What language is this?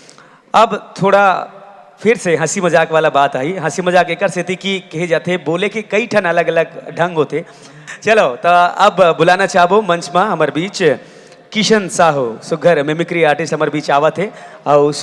Chhattisgarhi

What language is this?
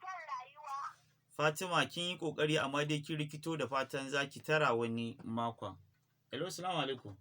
Hausa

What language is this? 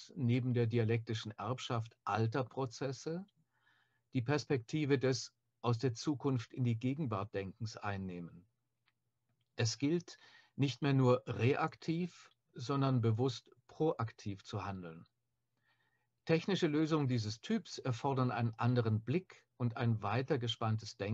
German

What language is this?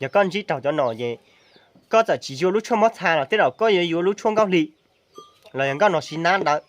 Hmong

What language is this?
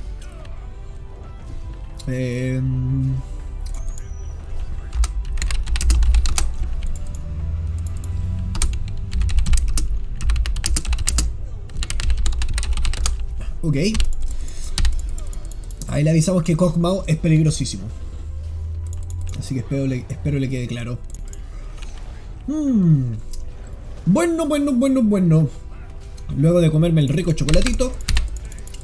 Spanish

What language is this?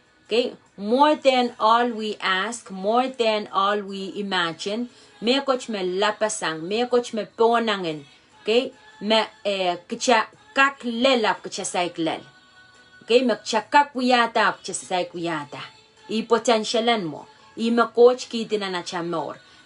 Pohnpeian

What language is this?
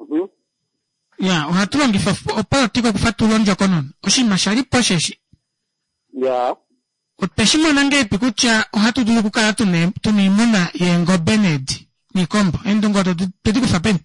Kuanyama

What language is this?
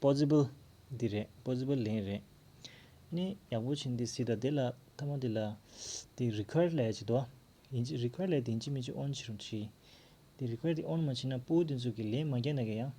Tibetan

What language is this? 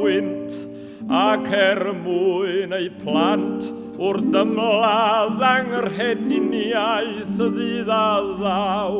Welsh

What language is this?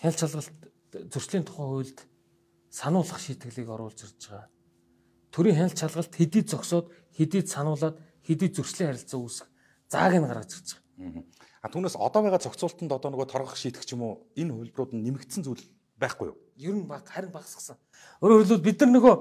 Mongolian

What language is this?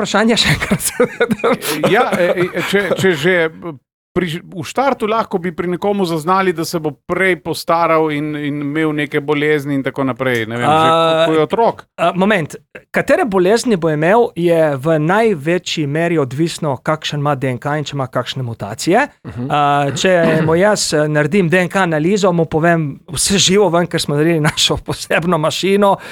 Slovenian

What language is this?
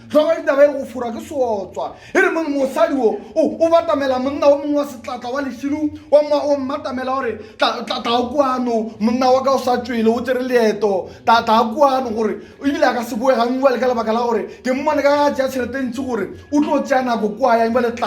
Northern Sotho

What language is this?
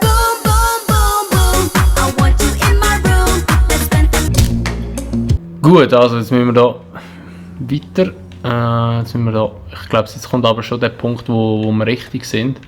Swiss German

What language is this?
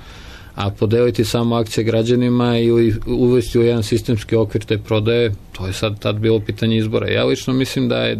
Serbian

